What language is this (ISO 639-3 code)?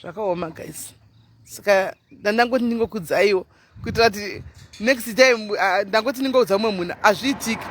sna